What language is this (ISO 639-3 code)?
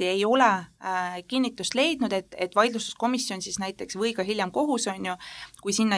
est